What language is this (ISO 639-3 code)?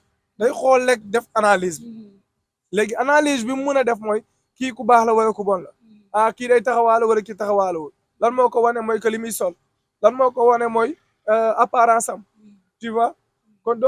wol